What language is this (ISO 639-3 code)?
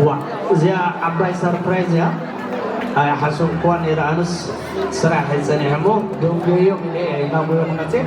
tir